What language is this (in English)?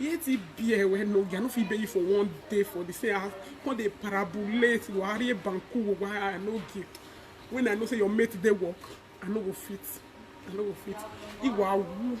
Nigerian Pidgin